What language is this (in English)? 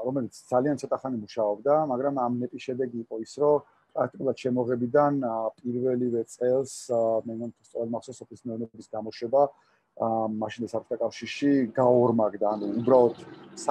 Georgian